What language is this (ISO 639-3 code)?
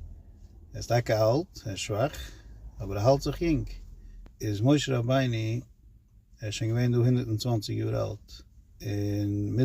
yid